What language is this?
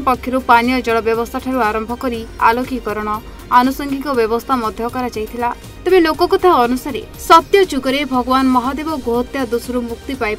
Odia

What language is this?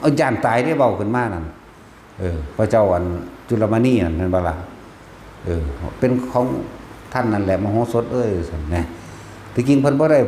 Northeastern Thai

